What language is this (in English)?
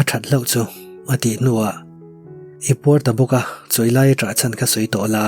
Mizo